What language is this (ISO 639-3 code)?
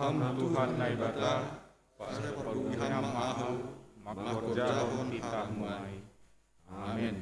bts